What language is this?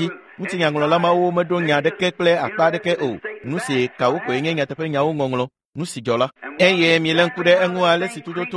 Ewe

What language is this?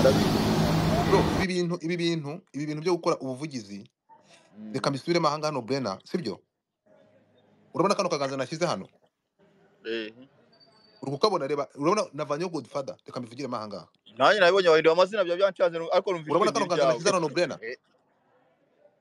Kinyarwanda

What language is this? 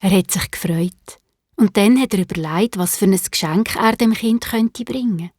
Swiss German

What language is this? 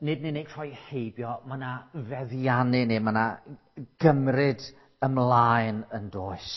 Welsh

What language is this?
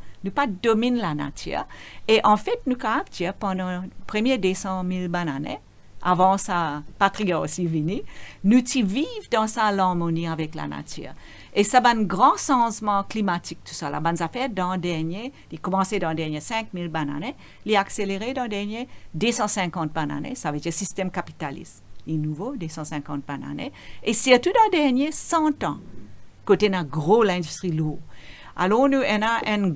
Morisyen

